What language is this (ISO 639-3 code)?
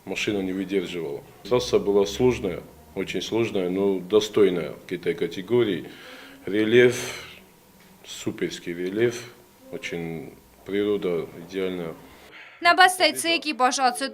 oss